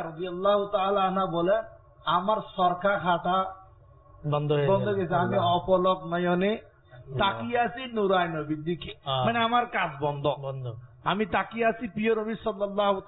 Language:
Bangla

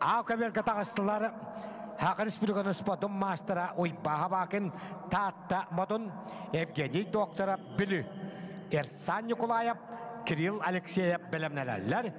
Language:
Yakut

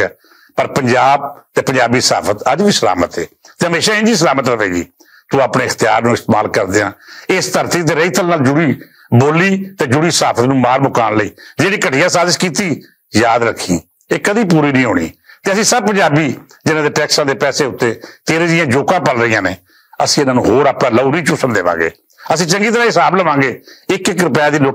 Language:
Western Panjabi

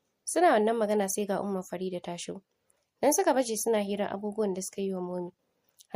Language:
Hausa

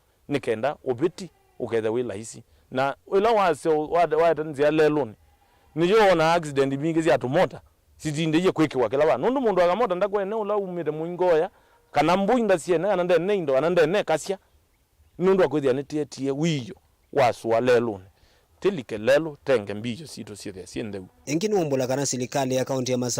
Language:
Kamba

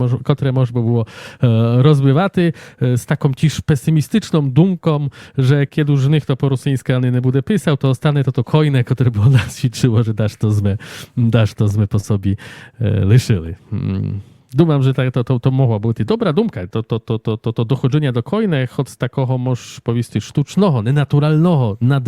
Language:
Rusyn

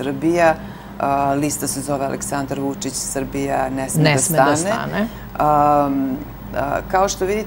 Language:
Serbian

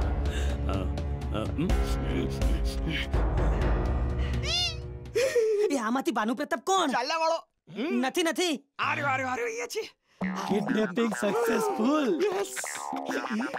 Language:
Gujarati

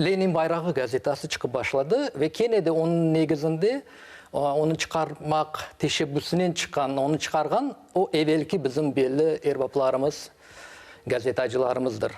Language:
Crimean Tatar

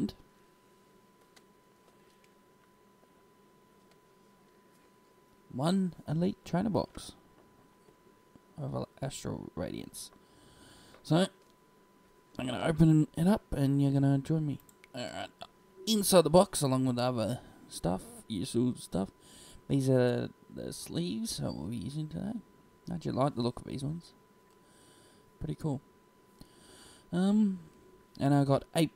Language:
English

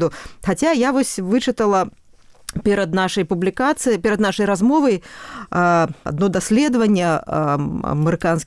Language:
Belarusian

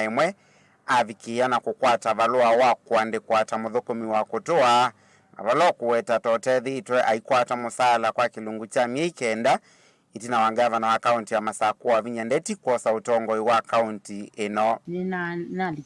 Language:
Kamba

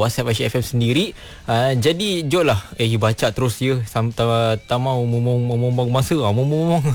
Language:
Malay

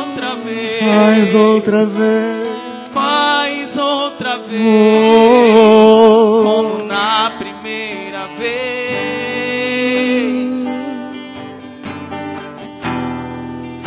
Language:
Portuguese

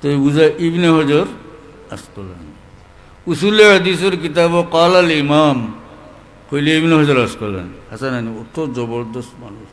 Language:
Sylheti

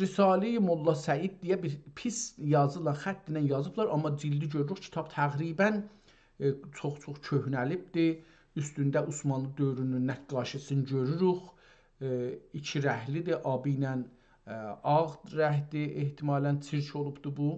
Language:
South Azerbaijani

